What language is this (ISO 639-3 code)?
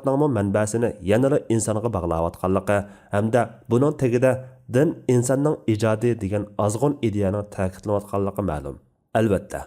uig